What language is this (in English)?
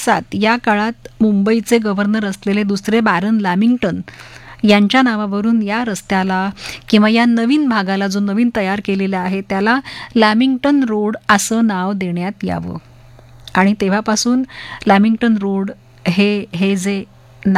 Marathi